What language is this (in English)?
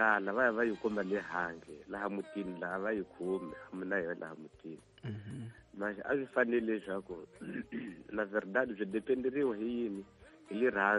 Tsonga